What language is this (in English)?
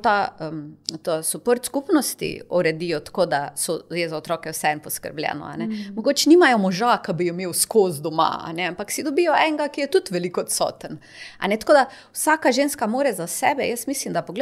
Slovenian